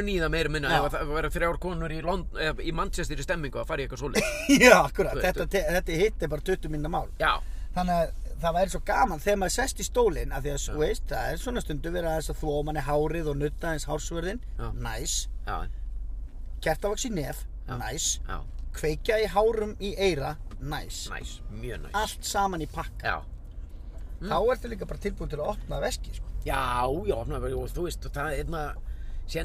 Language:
Icelandic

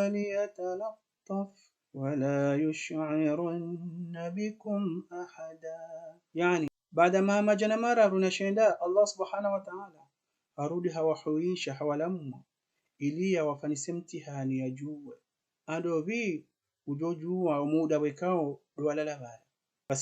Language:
Ngazidja Comorian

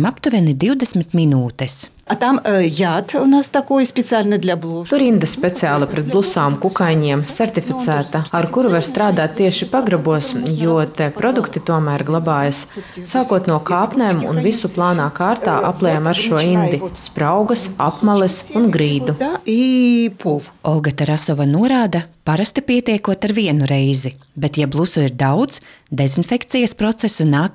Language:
Latvian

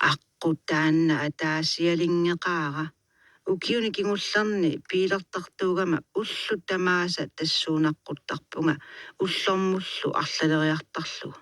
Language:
Kalaallisut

